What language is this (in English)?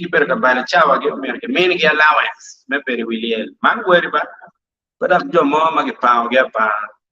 Acoli